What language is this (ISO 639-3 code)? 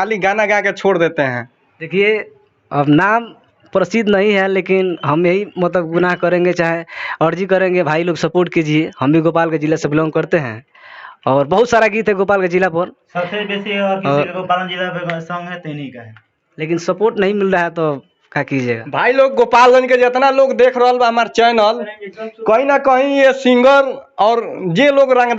bho